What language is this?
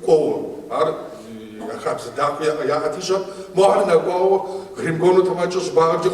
Kabardian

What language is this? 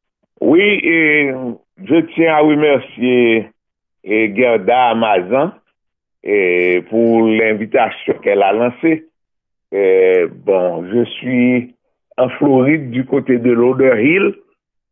French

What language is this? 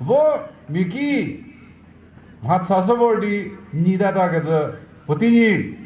Chokri Naga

